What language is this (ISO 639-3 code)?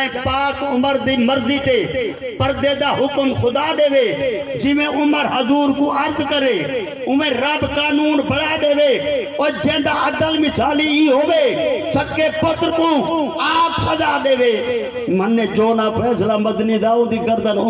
skr